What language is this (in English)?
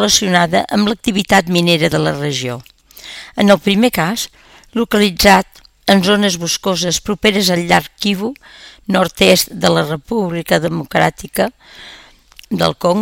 Catalan